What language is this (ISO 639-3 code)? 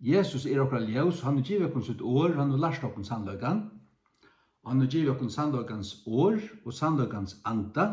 fao